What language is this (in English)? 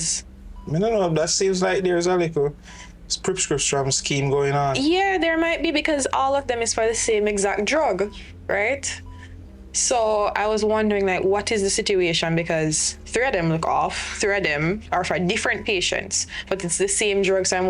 Jamaican Creole English